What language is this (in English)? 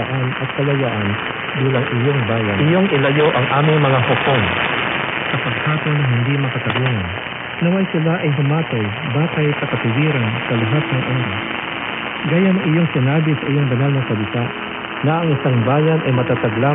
Filipino